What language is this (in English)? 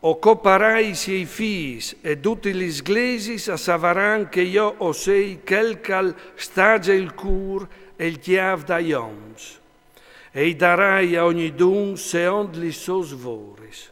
Friulian